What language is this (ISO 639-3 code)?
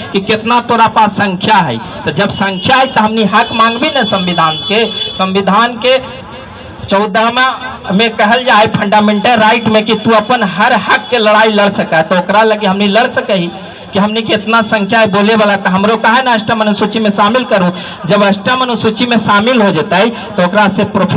mag